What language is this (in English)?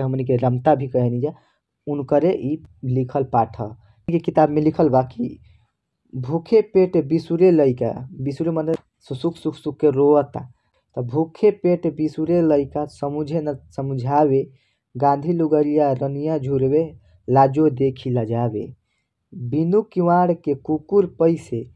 Bhojpuri